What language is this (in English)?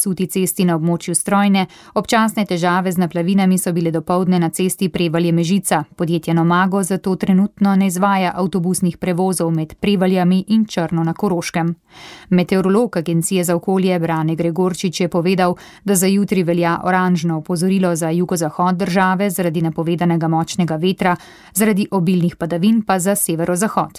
Slovenian